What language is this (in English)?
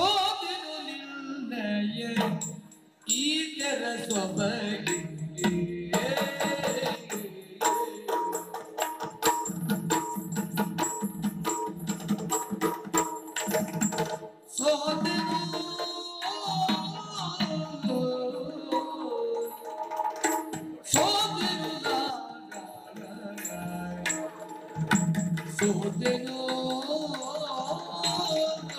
Kannada